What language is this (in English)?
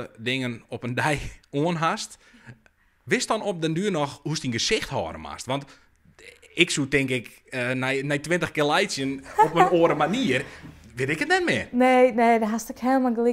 Western Frisian